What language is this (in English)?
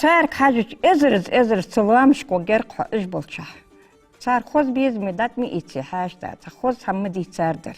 Ingush